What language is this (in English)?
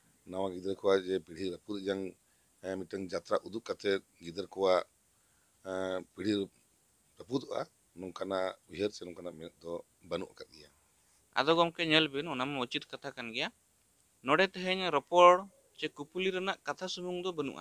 Santali